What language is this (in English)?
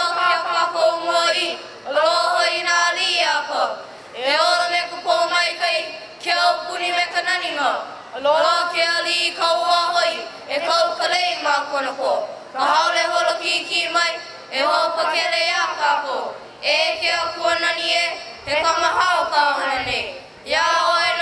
Hawaiian